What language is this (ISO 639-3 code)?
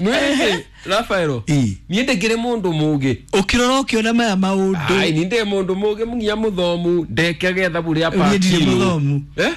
kik